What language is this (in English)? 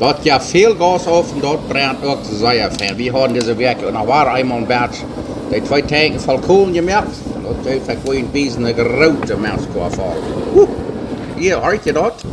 Plautdietsch